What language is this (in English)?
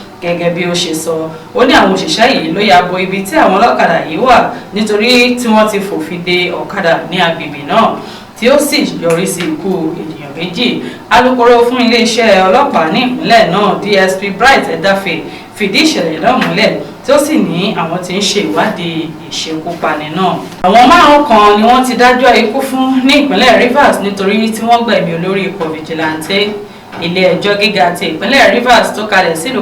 Yoruba